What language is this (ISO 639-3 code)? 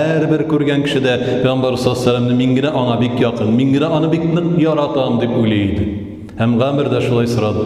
tat